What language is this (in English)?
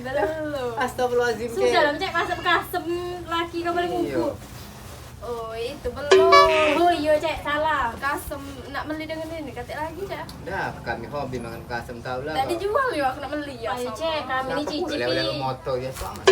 Musi